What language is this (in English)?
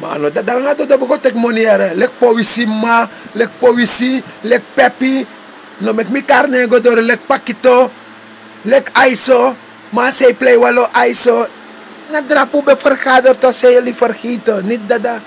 Sranan Tongo